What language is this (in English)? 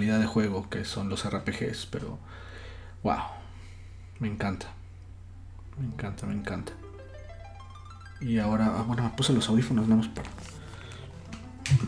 Spanish